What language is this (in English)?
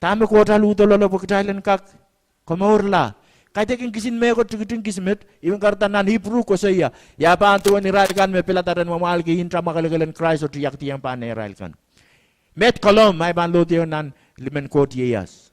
Pohnpeian